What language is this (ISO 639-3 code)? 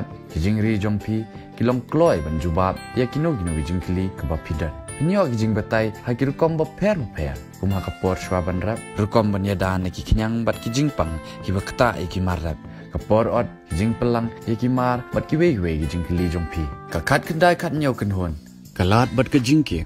kha